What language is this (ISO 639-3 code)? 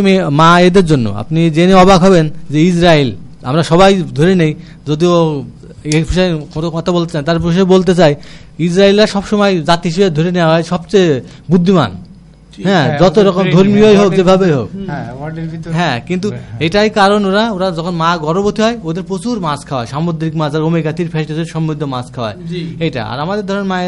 ben